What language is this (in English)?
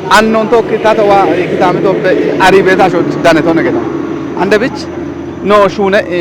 Kafa